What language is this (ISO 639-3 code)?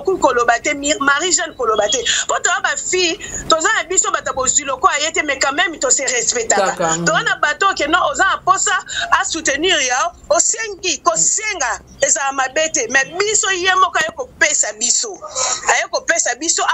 lin